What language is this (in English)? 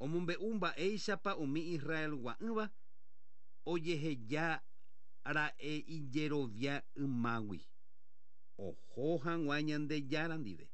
Guarani